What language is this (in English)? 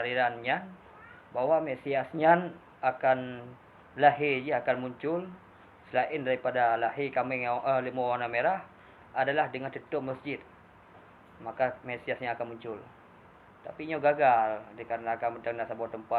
Achinese